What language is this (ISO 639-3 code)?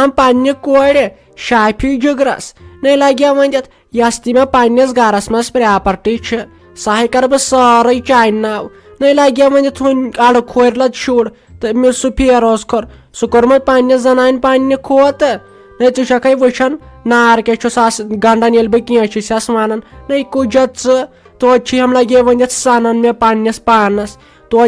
kas